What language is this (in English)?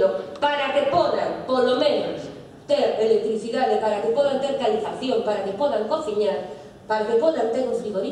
Galician